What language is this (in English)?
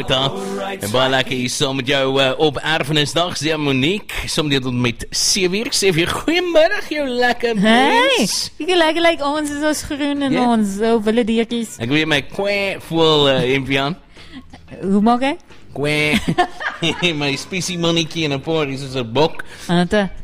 Afrikaans